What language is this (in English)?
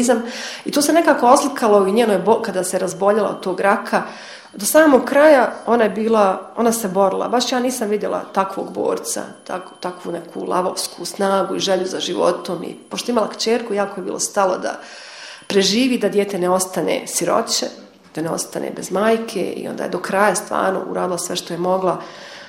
Bosnian